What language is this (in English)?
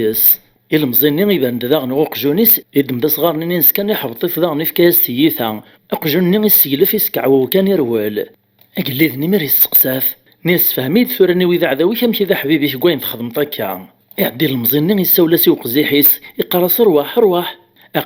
Kabyle